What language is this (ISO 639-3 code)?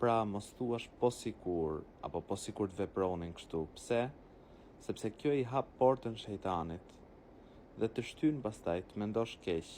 sqi